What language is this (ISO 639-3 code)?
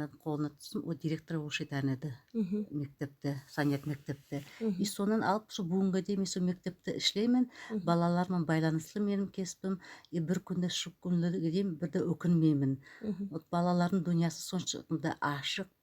nog